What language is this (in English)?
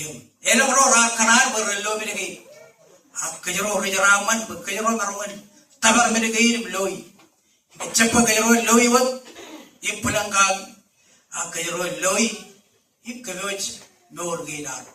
Marshallese